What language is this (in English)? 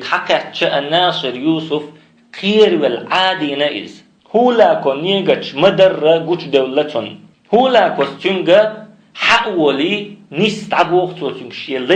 Chechen